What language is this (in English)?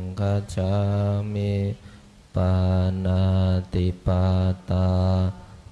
Pali